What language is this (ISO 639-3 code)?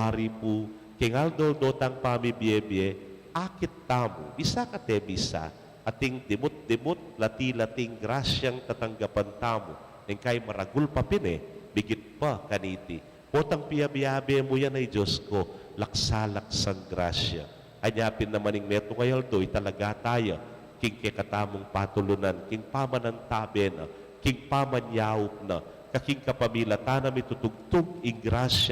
pam